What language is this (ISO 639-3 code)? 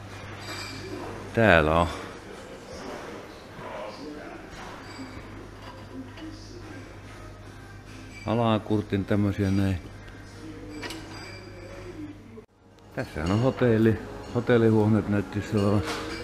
fin